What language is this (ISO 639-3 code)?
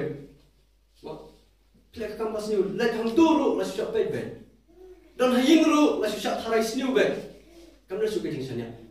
kha